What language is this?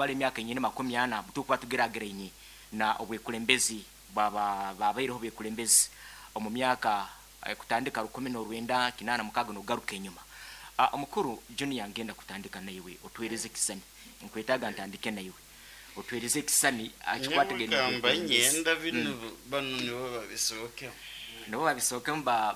Nyankole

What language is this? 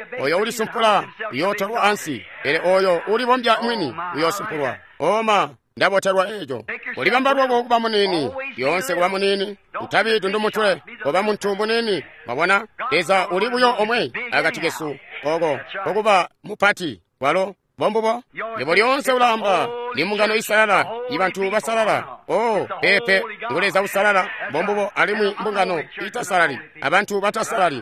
Tonga (Zambia)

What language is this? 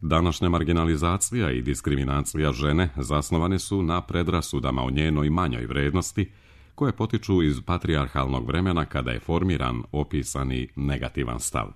Serbian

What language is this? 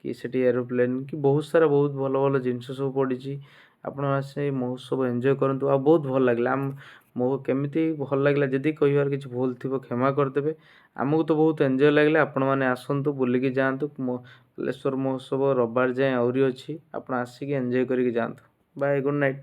Odia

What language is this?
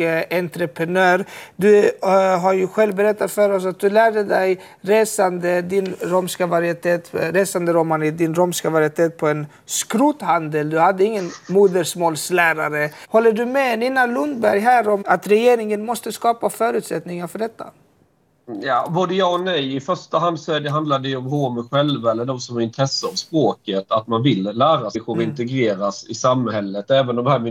Swedish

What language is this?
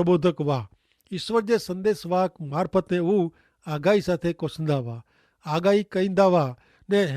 Kachhi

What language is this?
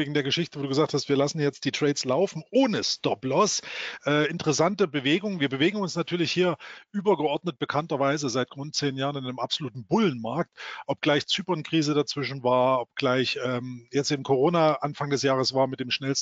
German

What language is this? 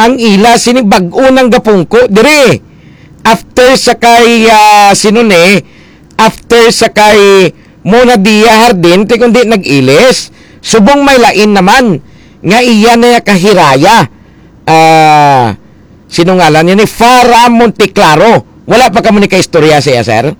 Hiligaynon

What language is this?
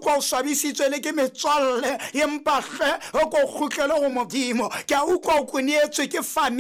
Southern Sotho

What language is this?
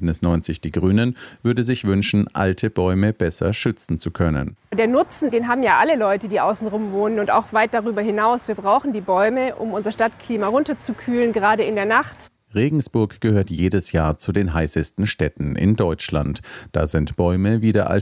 German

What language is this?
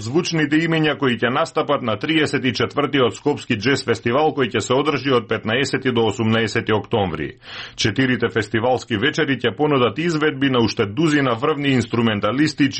Macedonian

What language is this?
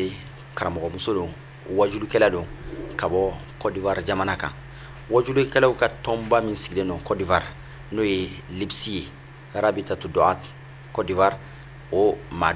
Bambara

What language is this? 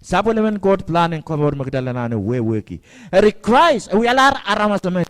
Pohnpeian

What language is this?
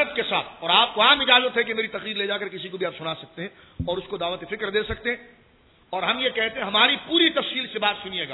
Urdu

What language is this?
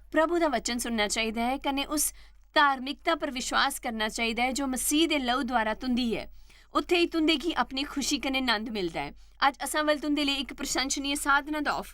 Dogri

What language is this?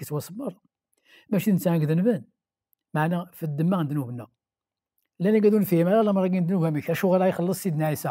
Kabyle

